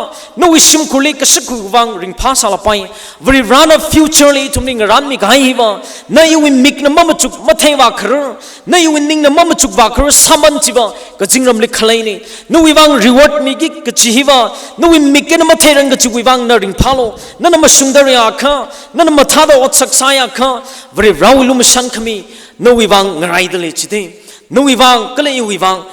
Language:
Tangkhul Naga (India)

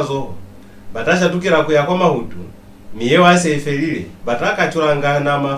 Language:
Lozi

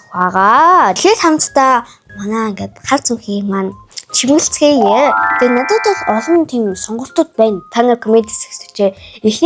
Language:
Mongolian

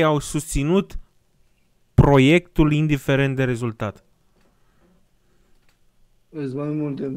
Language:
Romanian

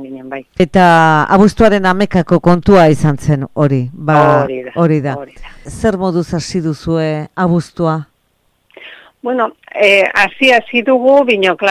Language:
Basque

